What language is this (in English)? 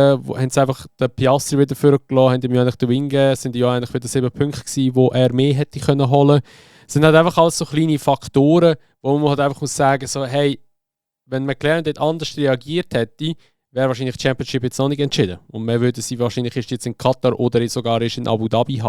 Swiss German